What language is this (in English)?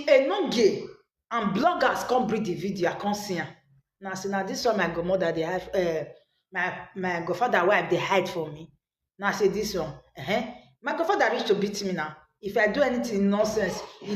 Nigerian Pidgin